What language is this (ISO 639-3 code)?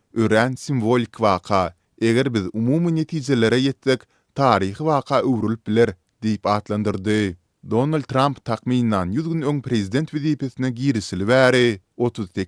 tuk